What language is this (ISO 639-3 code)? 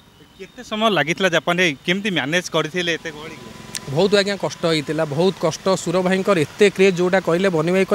ori